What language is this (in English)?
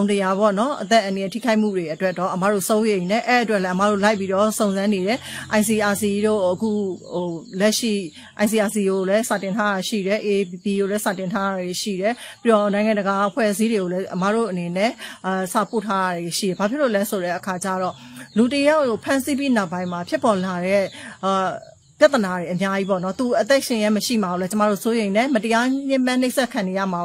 Burmese